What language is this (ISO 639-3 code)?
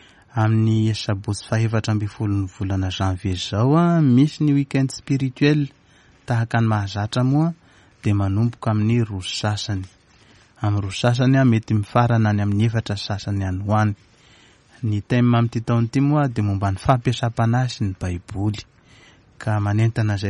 mlg